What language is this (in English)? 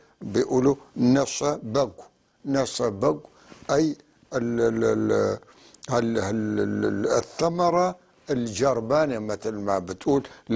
North Levantine Arabic